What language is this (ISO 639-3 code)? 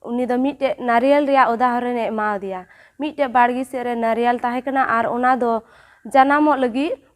sat